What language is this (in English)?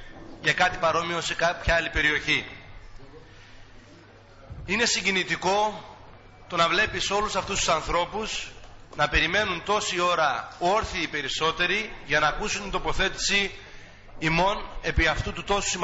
Greek